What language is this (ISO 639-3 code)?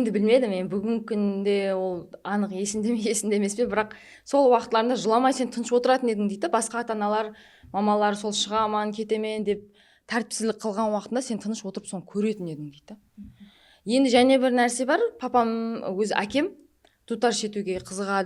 kaa